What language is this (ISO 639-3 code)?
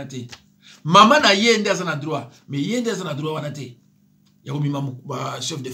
lin